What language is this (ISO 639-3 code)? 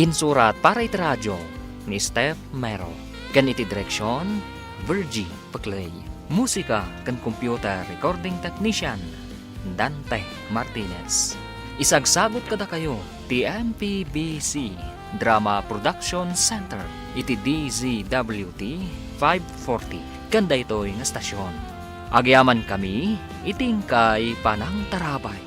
ilo